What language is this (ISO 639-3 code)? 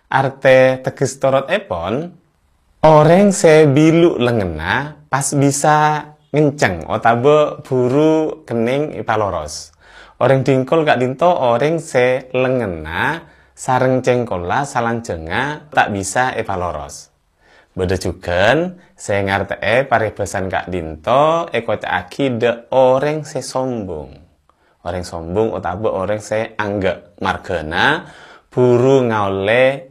mad